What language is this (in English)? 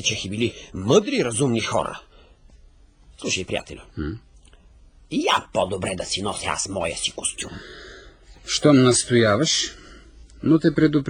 Bulgarian